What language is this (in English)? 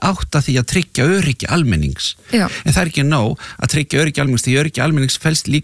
Icelandic